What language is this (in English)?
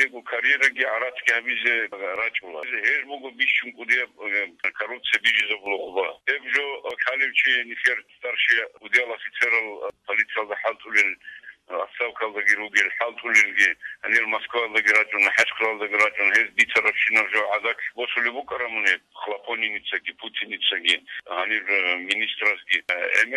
Avaric